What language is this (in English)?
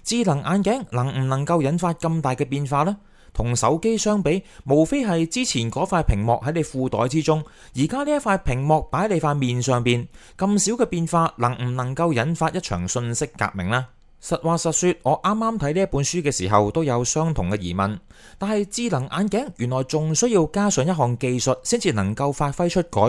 Cantonese